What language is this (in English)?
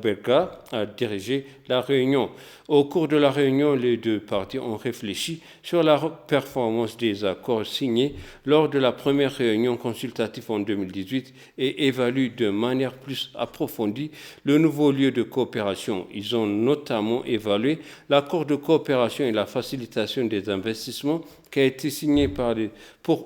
French